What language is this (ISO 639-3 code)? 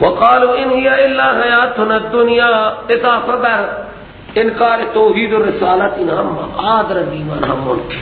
fas